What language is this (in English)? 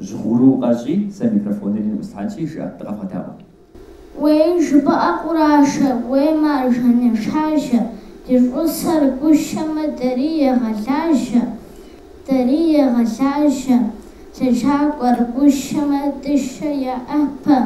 Kabardian